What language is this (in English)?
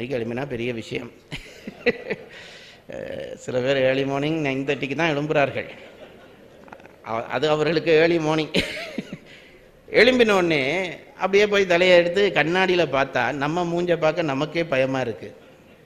Tamil